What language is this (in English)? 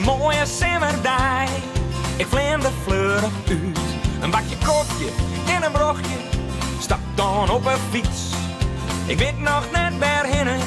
Western Frisian